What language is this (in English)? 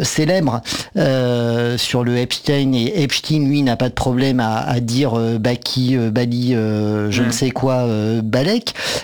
French